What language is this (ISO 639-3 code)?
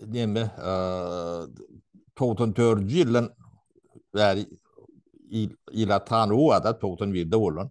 tuk